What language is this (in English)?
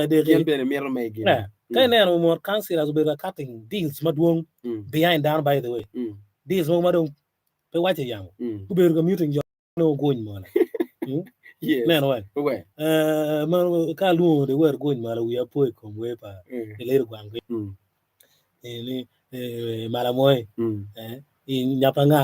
Acoli